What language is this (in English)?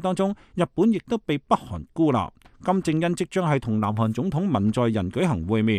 Cantonese